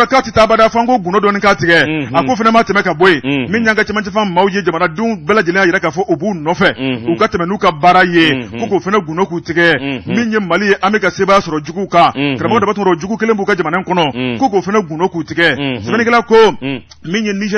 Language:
Bambara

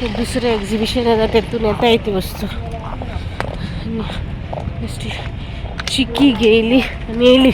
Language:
Konkani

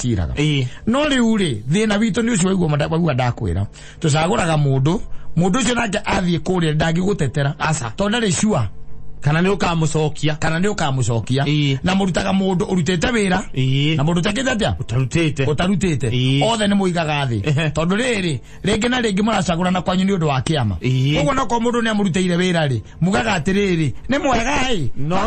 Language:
Kikuyu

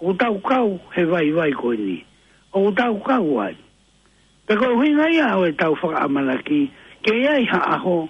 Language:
Tongan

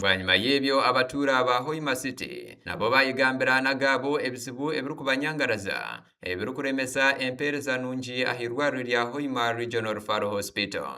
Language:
Nyankole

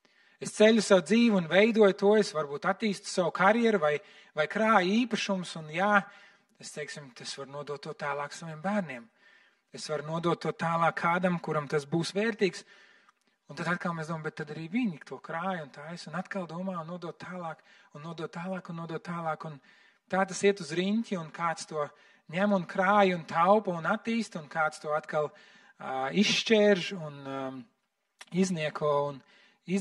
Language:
Latvian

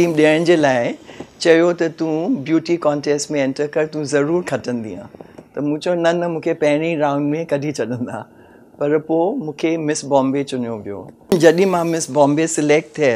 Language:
Sindhi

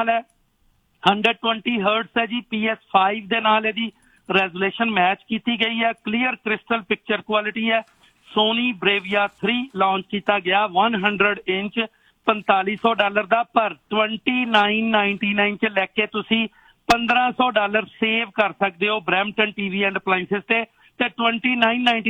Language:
Punjabi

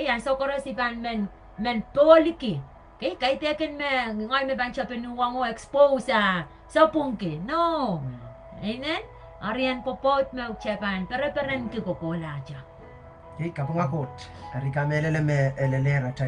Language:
Pohnpeian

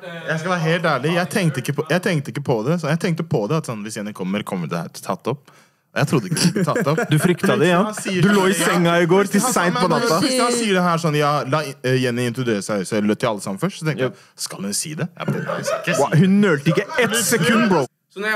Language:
Norwegian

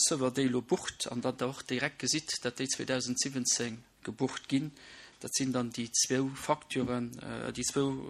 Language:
Luxembourgish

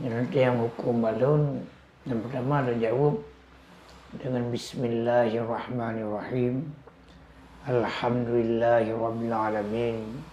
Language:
Achinese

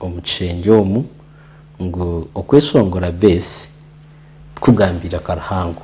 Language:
Nyankole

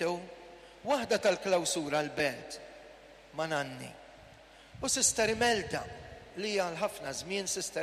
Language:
Maltese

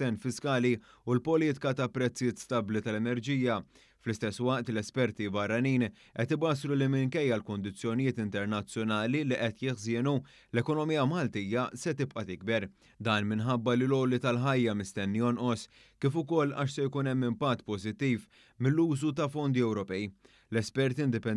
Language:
Maltese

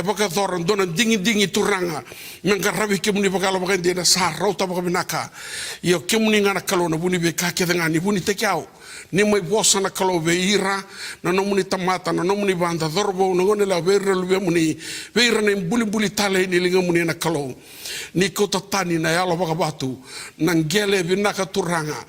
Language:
Fijian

